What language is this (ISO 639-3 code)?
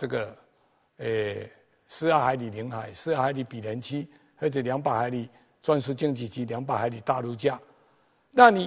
zho